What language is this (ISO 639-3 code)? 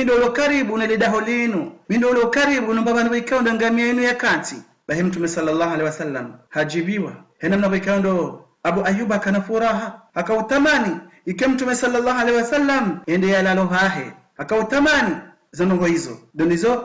zdj